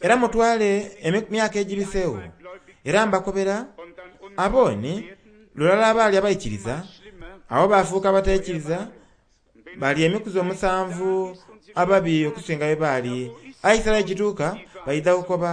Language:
Soga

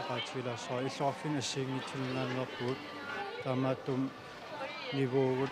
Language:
Kalaallisut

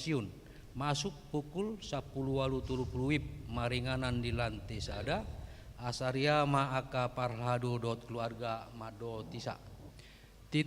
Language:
Batak Toba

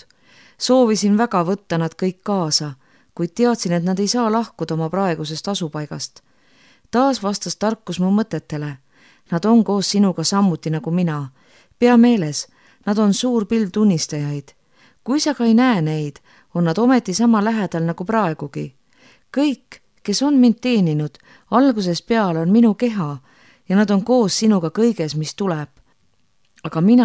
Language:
Estonian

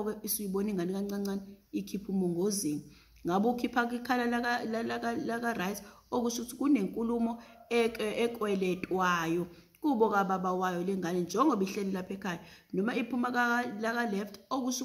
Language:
Zulu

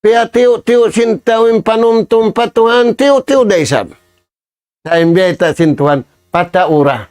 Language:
Tausug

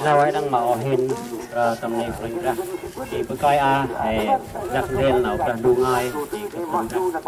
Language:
Central Mnong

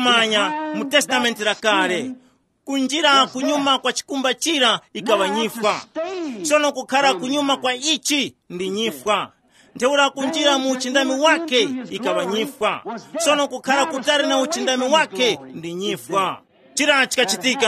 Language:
Tumbuka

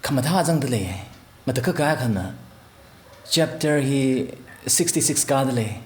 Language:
Tangkhul Naga (India)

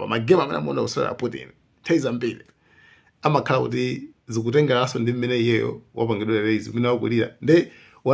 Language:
Nyanja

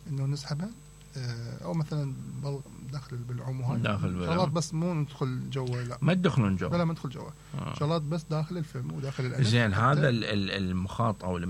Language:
Mesopotamian Arabic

